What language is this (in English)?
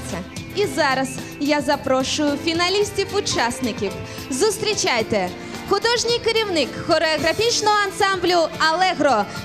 Ukrainian